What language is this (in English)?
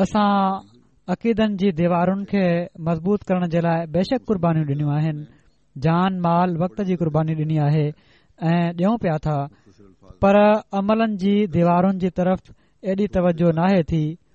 Sindhi